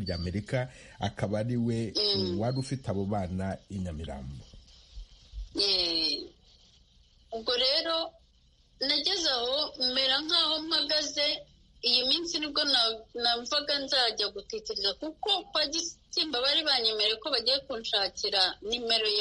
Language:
Kinyarwanda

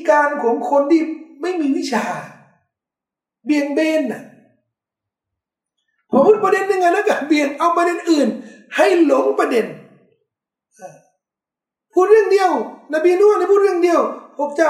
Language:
Thai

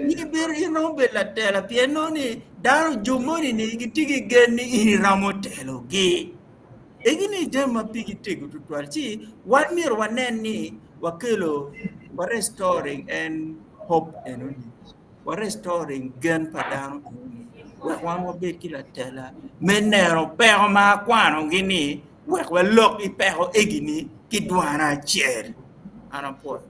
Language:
Acoli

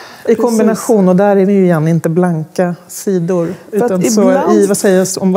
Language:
Swedish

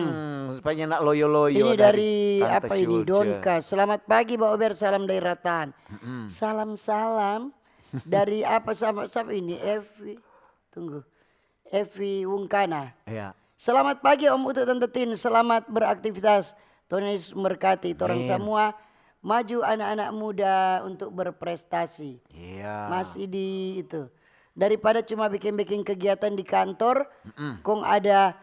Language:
Manado Malay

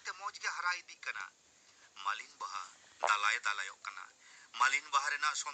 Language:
Santali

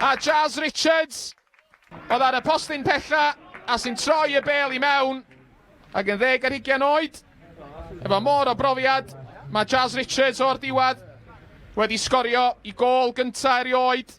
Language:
Welsh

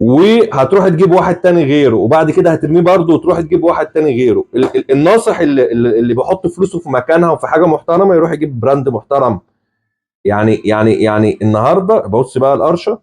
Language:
Egyptian Arabic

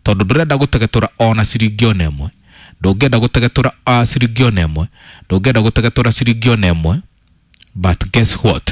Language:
Kikuyu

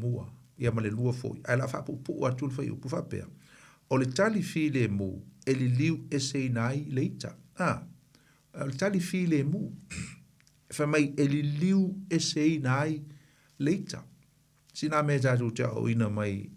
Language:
Samoan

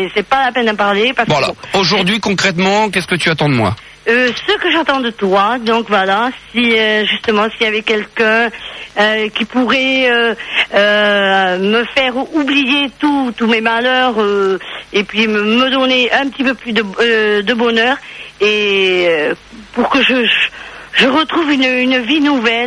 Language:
French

